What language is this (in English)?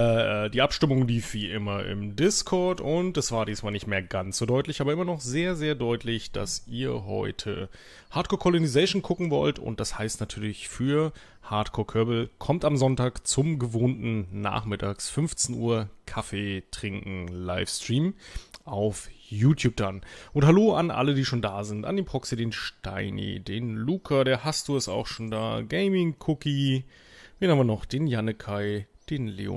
German